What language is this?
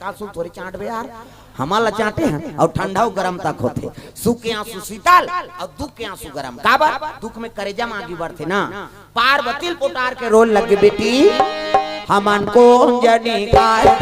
Chhattisgarhi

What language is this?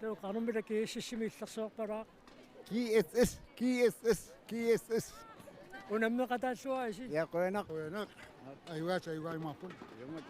Kalaallisut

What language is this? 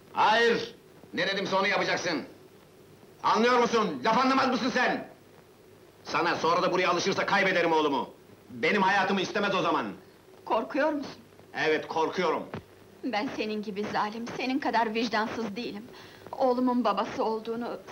Turkish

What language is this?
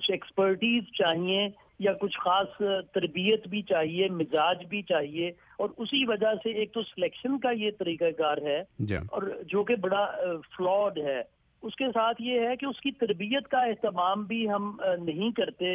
Urdu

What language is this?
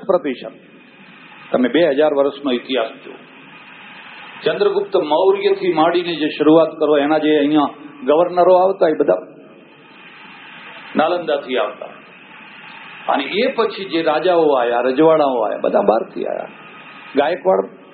Gujarati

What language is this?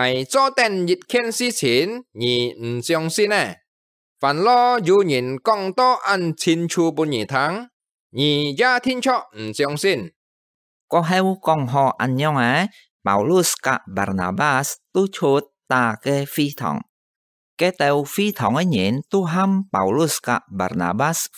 Hakka Chinese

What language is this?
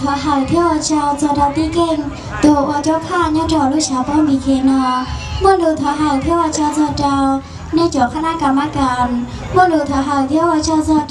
Hmong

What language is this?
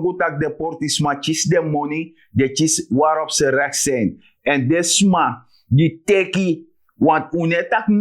Sranan Tongo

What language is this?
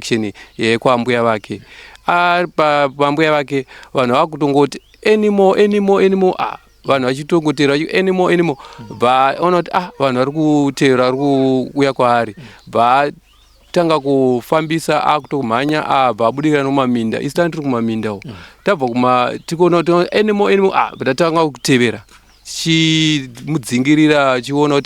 Shona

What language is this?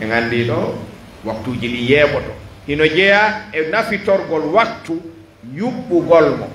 Fula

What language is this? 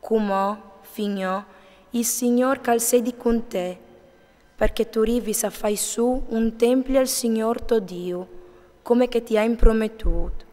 Friulian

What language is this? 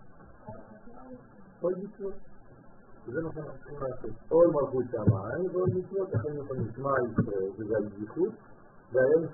Hebrew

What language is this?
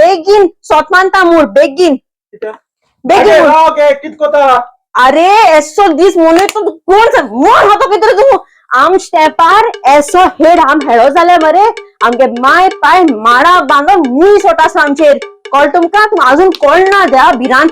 Konkani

